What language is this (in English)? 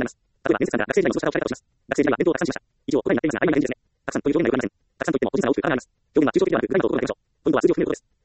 Japanese